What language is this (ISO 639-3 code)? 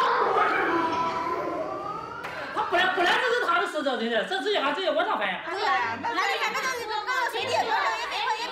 zho